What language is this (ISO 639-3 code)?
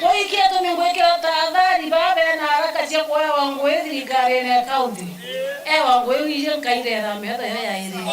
mer